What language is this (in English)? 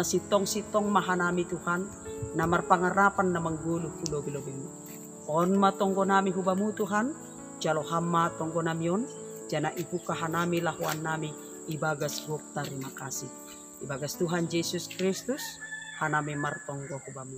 Batak Simalungun